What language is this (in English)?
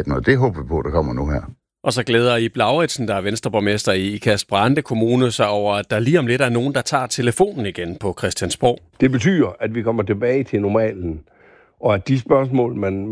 Danish